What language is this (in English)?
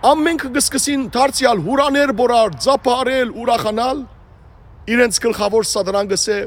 Western Armenian